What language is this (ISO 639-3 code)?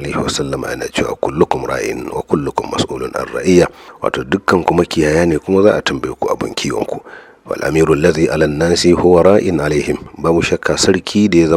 hau